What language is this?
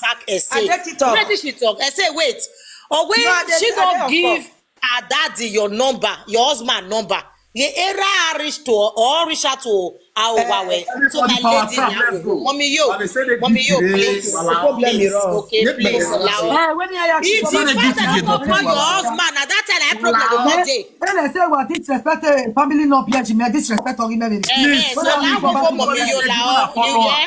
Nigerian Pidgin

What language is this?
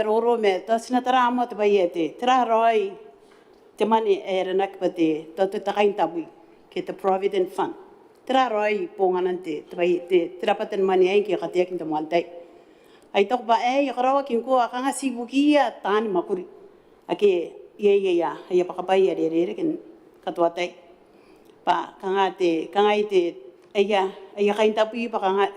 Gilbertese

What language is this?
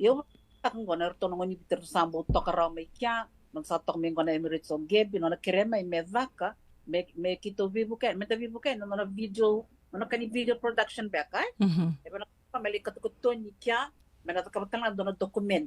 Fijian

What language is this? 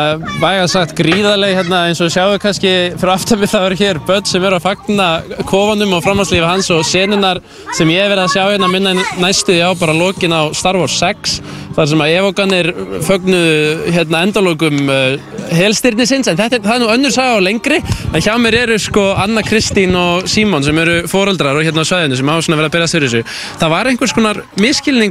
Icelandic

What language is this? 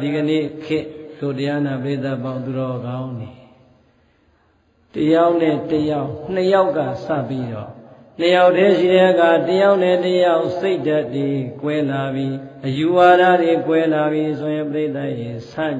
Burmese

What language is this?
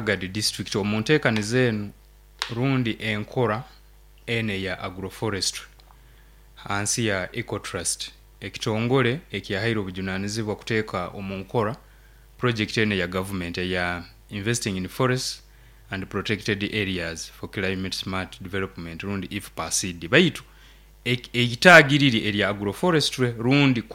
Nyoro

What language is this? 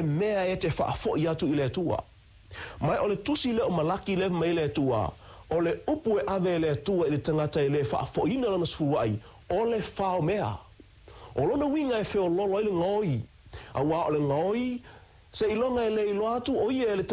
Samoan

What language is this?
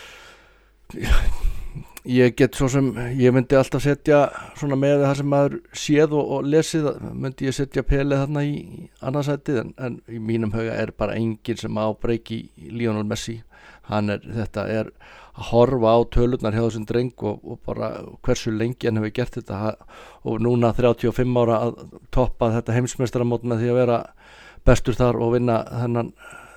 Icelandic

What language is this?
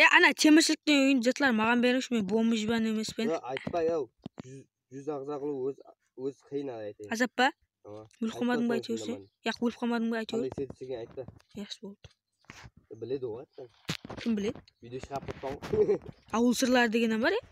Kara-Kalpak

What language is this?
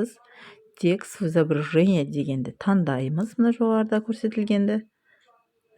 Kazakh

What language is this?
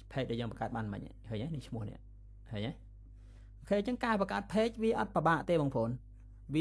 Khmer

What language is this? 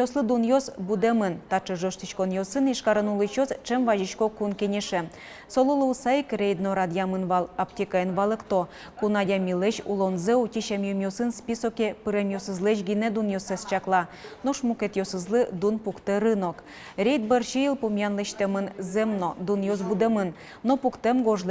Udmurt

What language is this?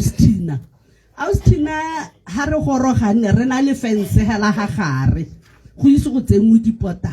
Tswana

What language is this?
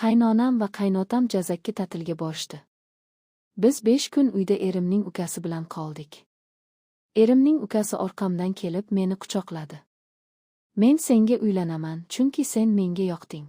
Uzbek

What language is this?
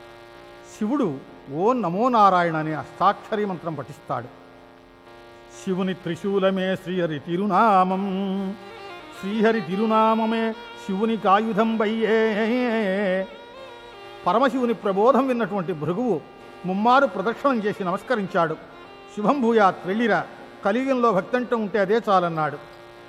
Telugu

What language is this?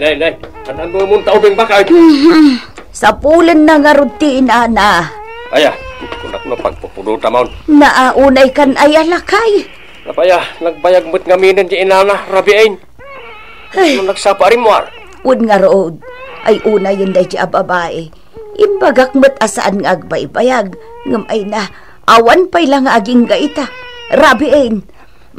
Iloko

